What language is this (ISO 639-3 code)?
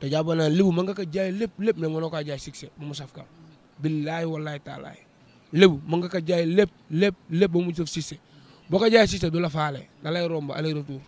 wol